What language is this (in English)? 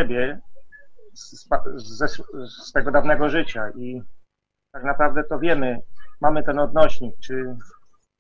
Polish